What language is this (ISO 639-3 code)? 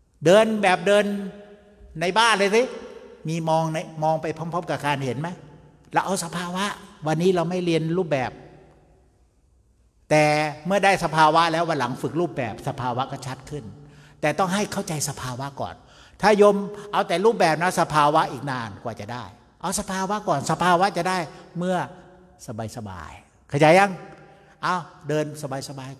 tha